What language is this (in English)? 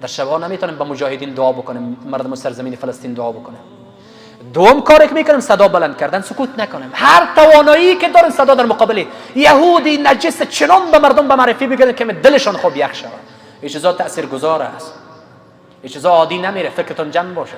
Persian